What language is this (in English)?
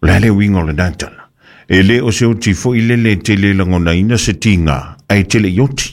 Samoan